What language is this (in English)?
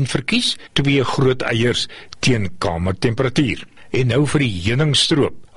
Afrikaans